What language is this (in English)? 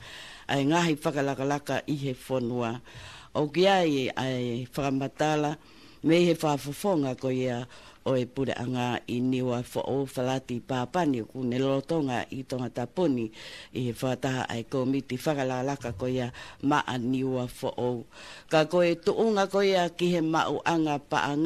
Tongan